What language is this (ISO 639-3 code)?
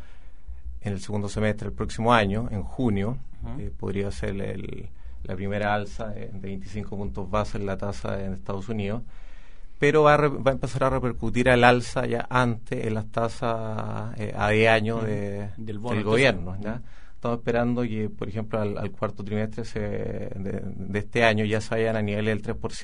spa